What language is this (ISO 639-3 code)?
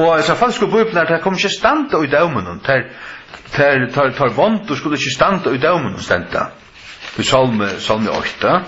fao